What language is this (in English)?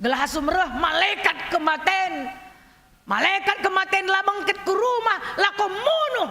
Batak Karo